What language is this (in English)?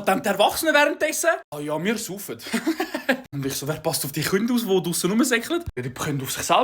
Swiss German